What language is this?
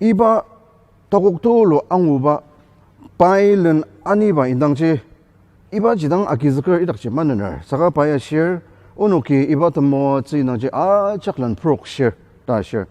Ao Naga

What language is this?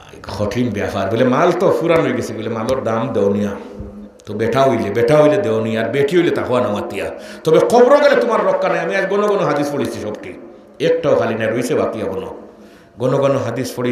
Sylheti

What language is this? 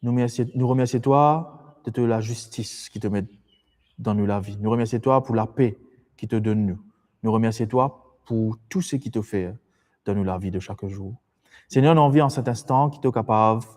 Morisyen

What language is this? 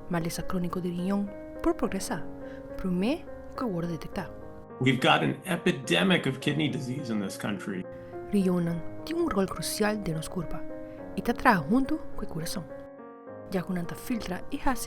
Papiamento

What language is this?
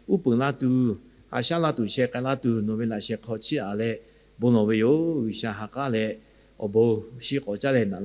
Lahu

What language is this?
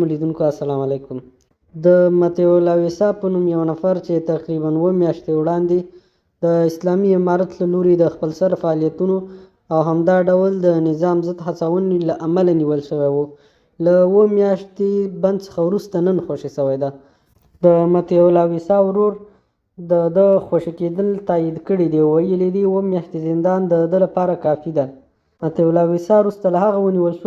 Pashto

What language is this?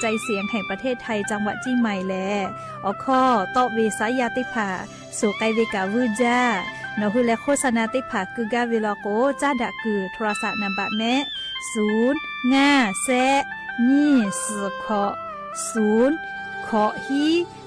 Lahu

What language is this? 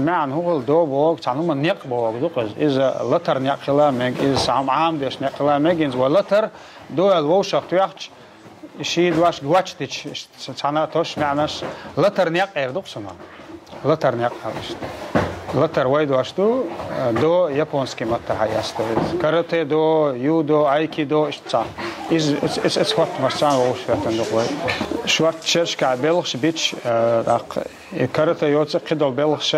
Chechen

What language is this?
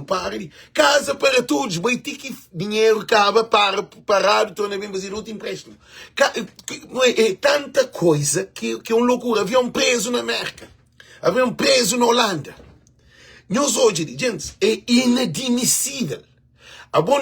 Kabuverdianu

